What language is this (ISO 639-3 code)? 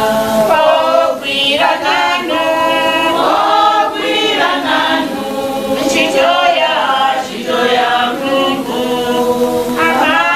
nya